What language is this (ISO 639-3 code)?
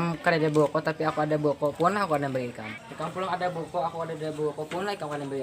bjn